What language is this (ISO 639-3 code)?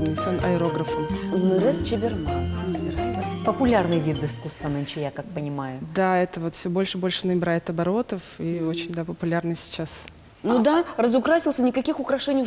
udm